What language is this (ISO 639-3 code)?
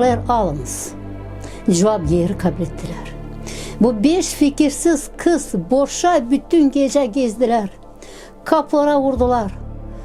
gag